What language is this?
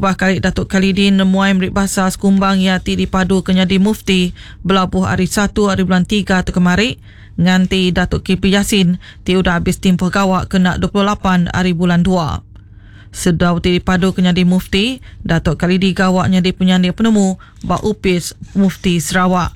Iban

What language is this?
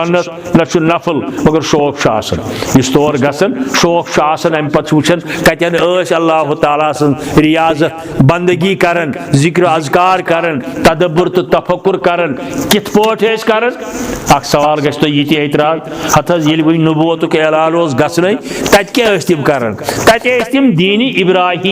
Kashmiri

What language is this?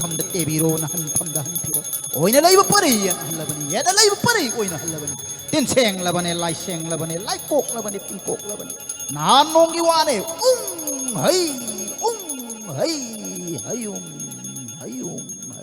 Manipuri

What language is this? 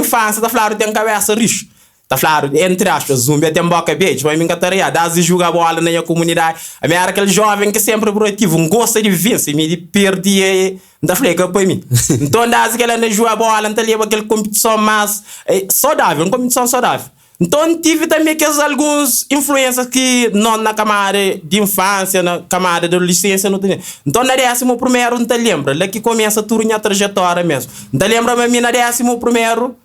Kabuverdianu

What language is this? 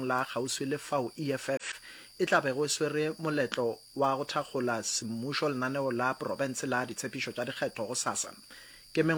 Northern Sotho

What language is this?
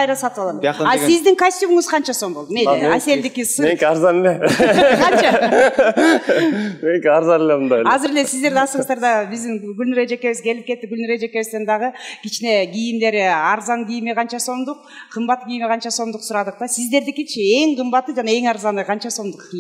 Kyrgyz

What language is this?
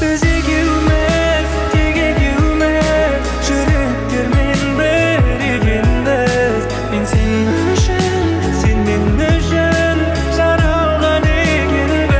Kara-Kalpak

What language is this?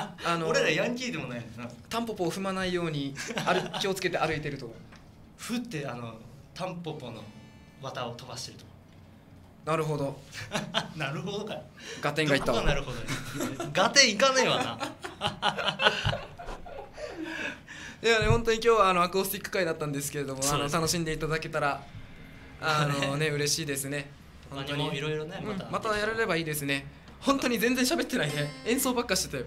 Japanese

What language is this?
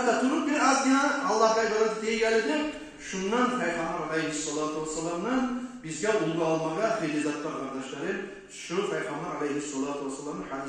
Kumyk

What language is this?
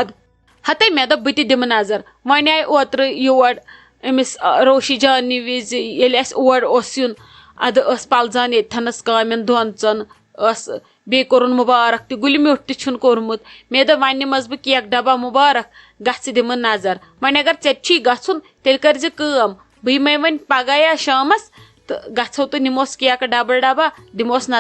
Kashmiri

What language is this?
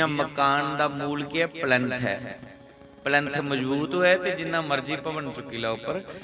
Dogri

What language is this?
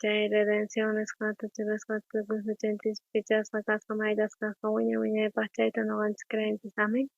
South Bolivian Quechua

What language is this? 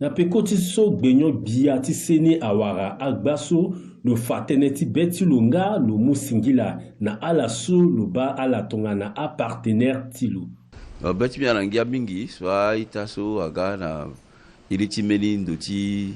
Sango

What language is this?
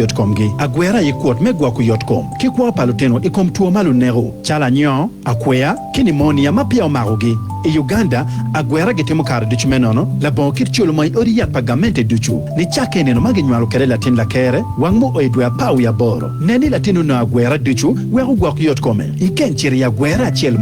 Acoli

